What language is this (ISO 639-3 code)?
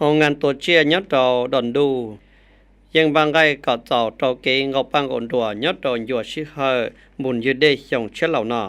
hmn